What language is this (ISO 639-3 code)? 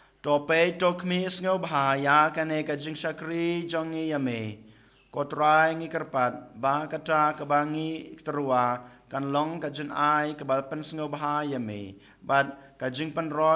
kha